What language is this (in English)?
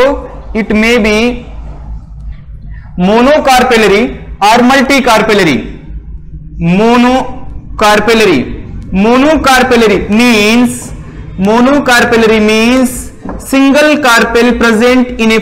Hindi